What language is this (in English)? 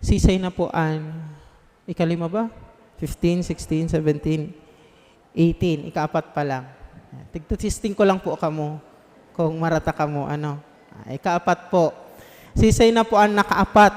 Bikol